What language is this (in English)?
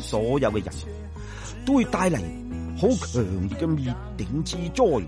Cantonese